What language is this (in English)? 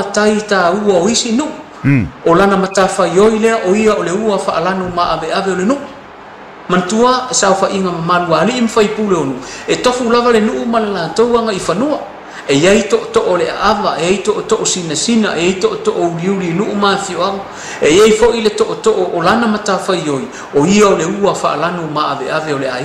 Samoan